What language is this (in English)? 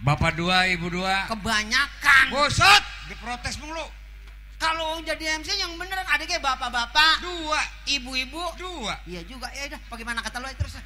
Betawi